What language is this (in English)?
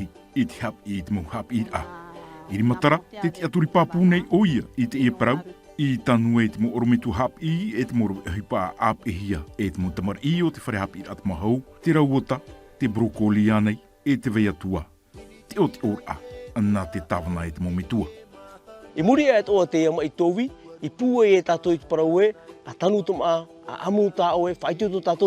Tahitian